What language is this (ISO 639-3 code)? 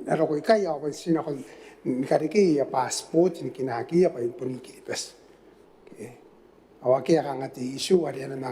gil